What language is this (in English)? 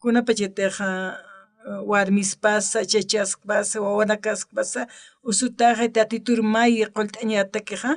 Aymara